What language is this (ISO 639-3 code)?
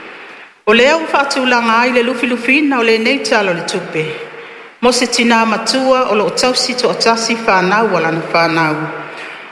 smo